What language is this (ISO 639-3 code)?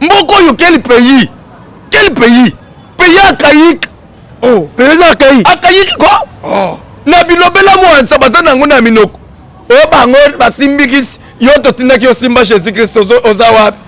lin